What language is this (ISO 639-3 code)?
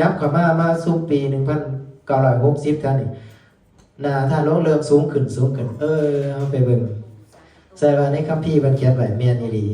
lao